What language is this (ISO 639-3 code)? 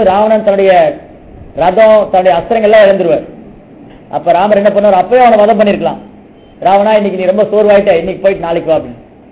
tam